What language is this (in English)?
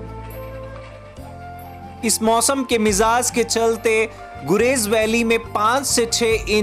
Hindi